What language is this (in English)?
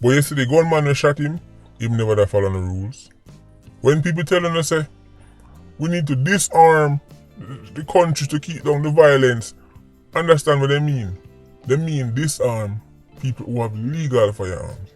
Jamaican Creole English